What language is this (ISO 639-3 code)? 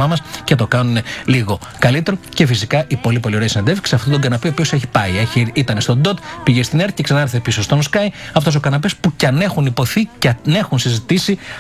ell